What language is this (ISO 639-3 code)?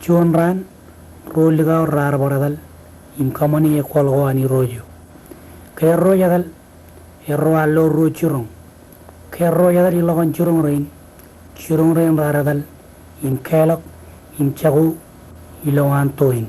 mah